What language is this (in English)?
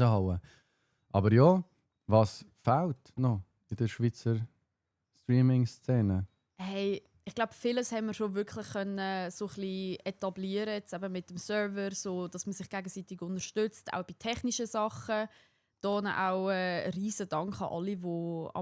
Swiss German